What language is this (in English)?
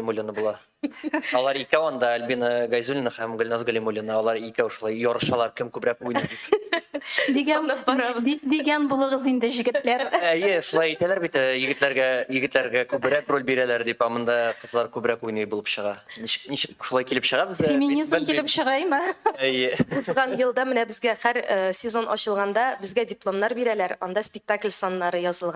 Tatar